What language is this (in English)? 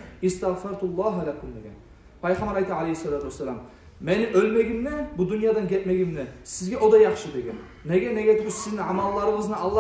Kumyk